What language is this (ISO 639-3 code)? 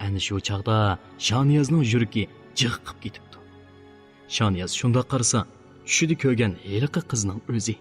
uig